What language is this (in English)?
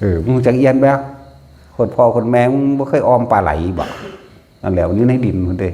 Northeastern Thai